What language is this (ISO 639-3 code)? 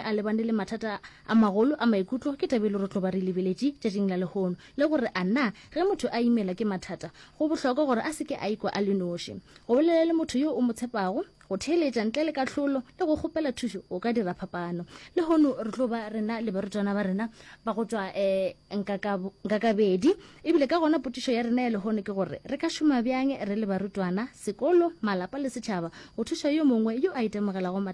nso